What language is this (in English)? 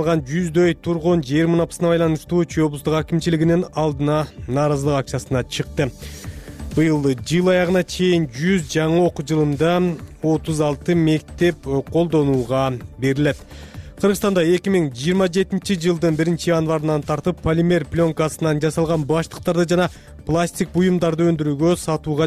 Kyrgyz